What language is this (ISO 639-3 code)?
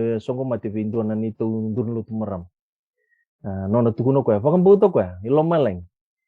fij